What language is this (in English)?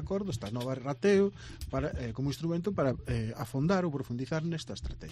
Galician